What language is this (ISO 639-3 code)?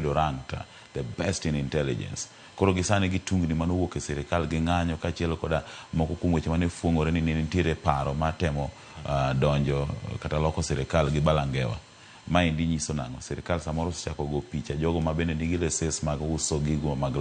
luo